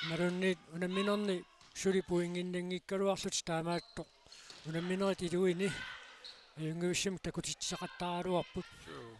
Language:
Kalaallisut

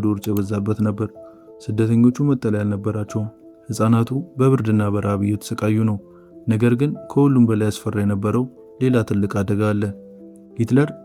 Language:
Amharic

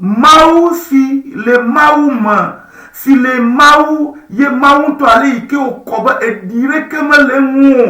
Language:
Ewe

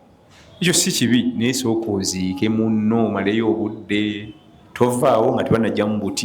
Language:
Ganda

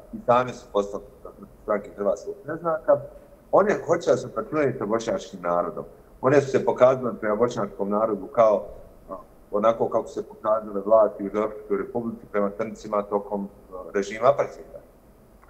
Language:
Bosnian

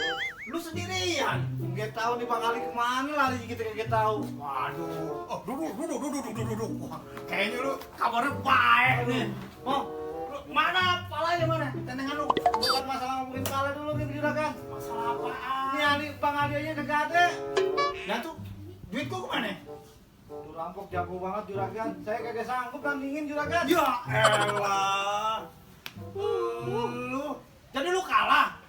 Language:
Betawi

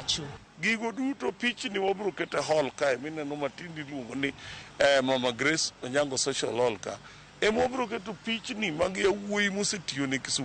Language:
Luo (Kenya and Tanzania)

